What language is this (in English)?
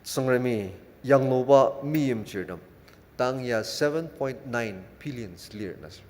Ao Naga